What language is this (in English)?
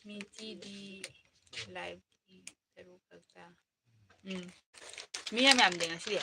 Manipuri